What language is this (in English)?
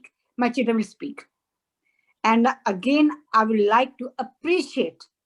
Dogri